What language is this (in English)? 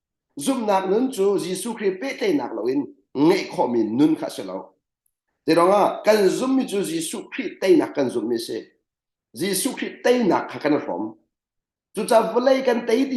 Hakha Chin